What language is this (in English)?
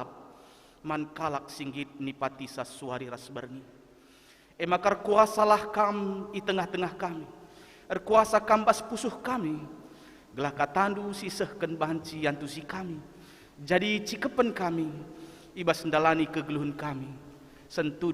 Batak Karo